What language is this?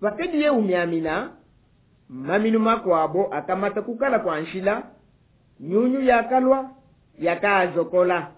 Luba-Lulua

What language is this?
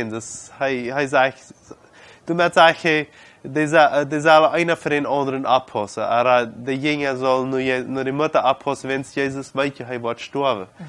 Plautdietsch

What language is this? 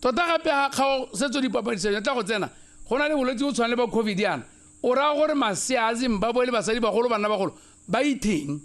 Tswana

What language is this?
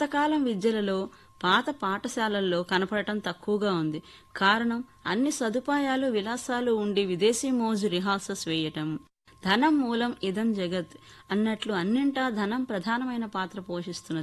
Telugu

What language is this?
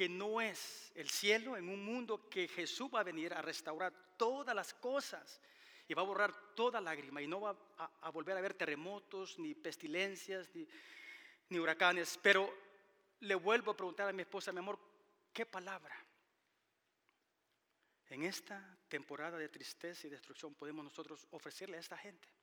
Spanish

